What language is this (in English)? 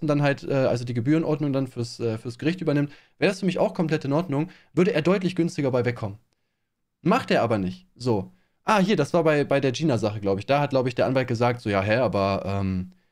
German